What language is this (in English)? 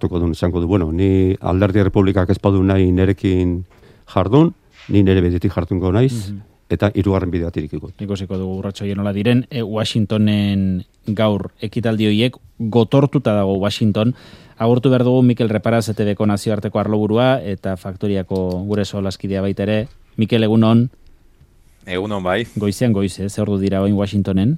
Basque